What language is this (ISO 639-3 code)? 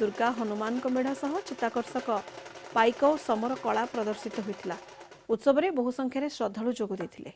ori